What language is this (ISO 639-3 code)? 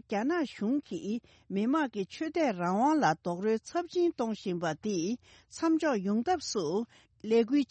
bod